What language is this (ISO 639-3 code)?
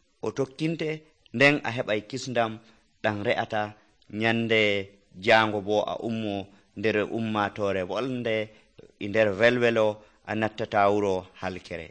fuv